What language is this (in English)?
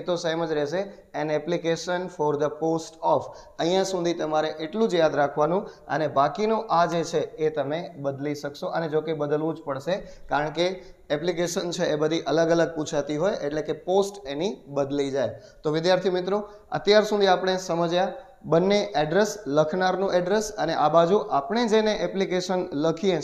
Gujarati